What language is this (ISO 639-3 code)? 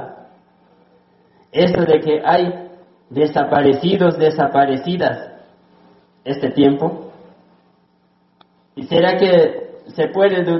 spa